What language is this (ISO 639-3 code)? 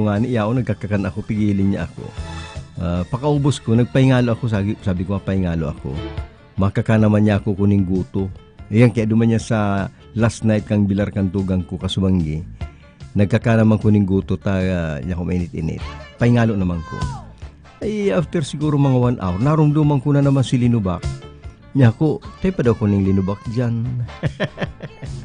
bik